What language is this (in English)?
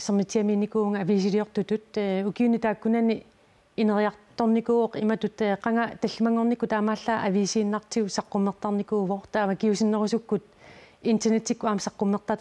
Kalaallisut